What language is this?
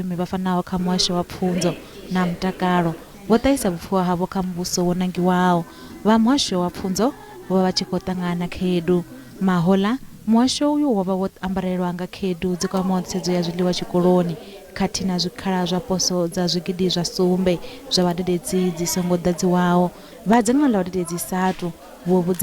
Venda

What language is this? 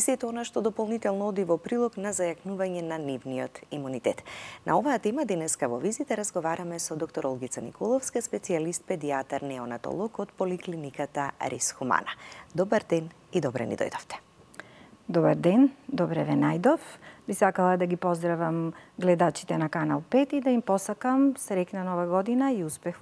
Macedonian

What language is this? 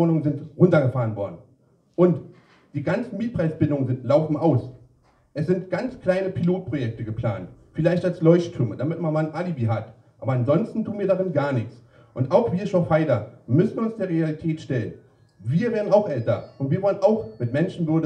German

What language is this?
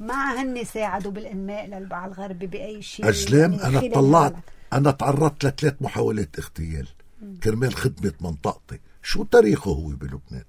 North Levantine Arabic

